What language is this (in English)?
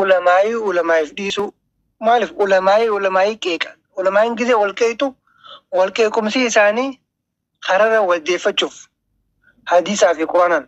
Oromo